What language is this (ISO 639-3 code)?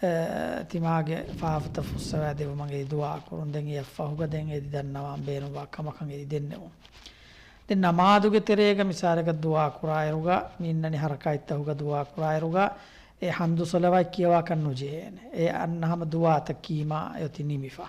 div